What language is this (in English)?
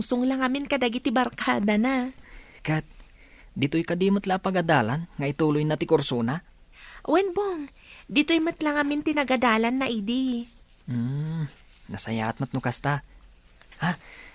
Iloko